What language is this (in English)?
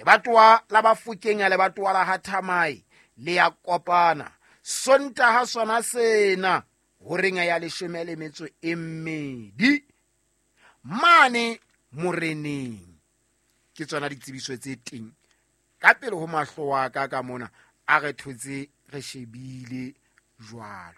Southern Sotho